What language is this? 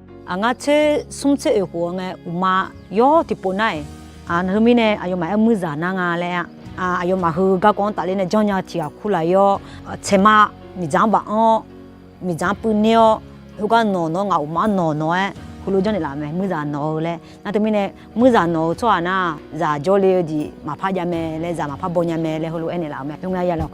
Akha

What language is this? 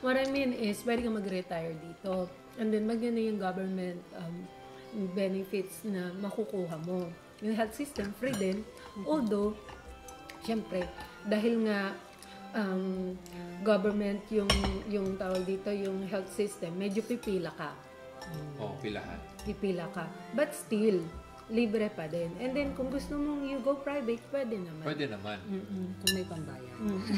Filipino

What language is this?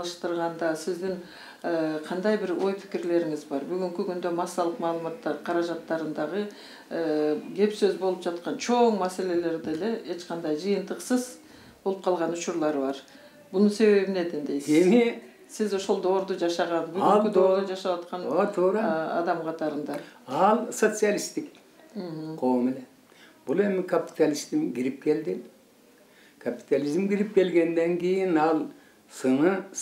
Kyrgyz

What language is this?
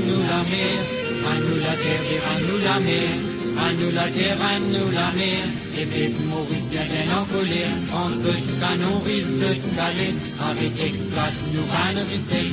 Morisyen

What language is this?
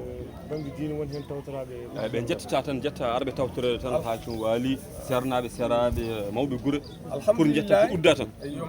Fula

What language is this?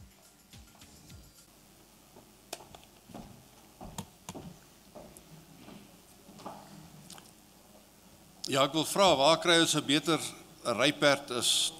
Afrikaans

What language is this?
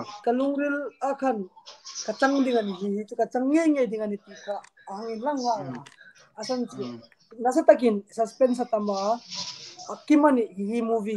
Hmar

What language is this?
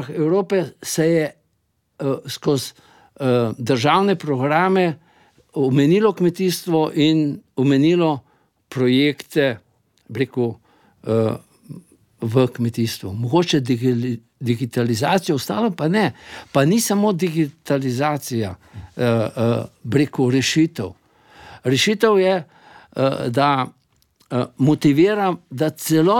Slovenian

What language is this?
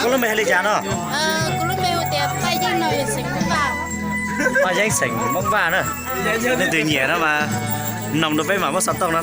Hmong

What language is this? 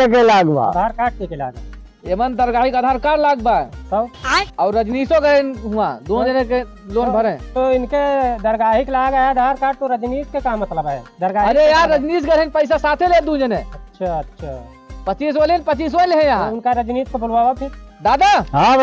Awadhi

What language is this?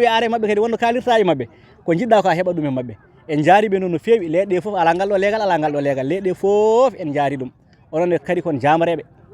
Fula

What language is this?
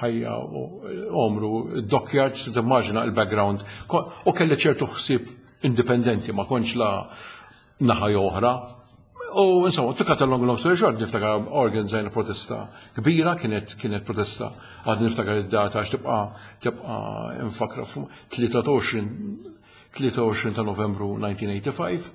Maltese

